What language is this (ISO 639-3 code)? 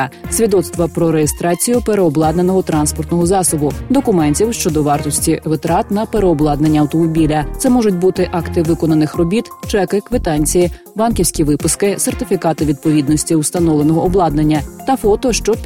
ukr